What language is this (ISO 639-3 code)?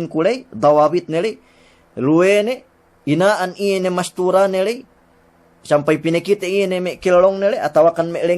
yka